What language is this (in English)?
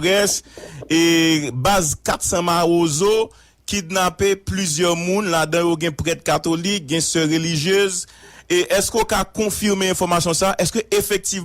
Haitian Creole